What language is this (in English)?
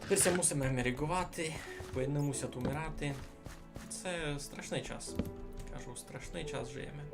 Rusyn